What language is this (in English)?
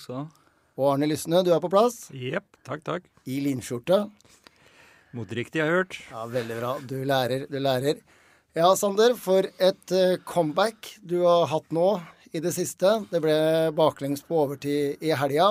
Norwegian